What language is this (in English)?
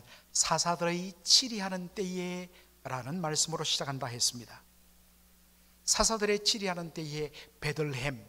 Korean